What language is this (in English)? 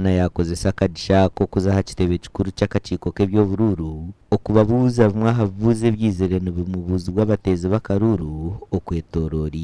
Nyankole